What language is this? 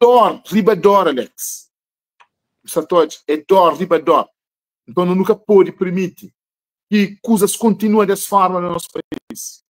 Kabuverdianu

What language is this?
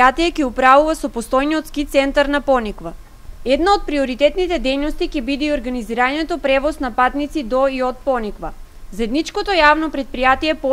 Macedonian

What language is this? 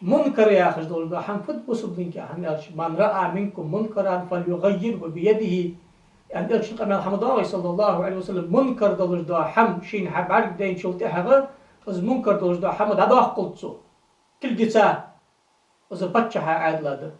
Ingush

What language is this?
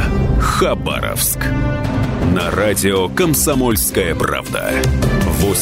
Russian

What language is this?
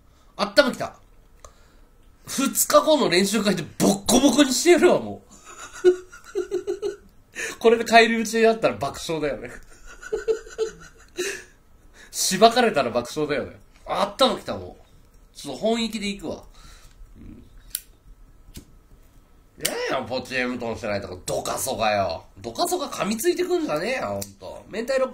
Japanese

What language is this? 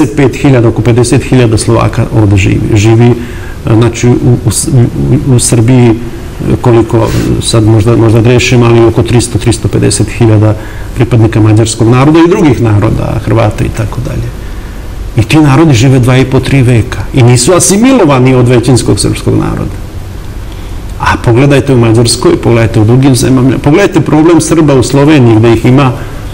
Serbian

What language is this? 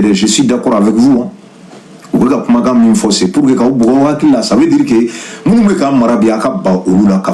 Bambara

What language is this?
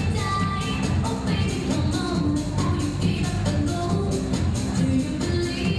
Romanian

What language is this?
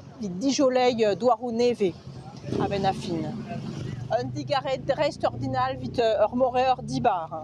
Breton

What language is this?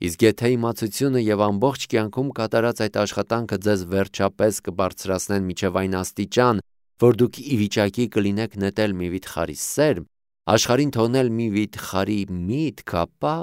Armenian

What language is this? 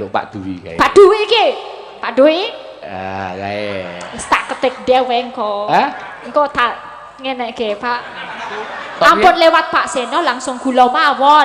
Javanese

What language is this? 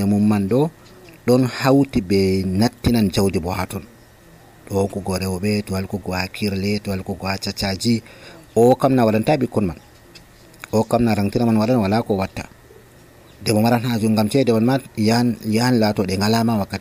Nigerian Fulfulde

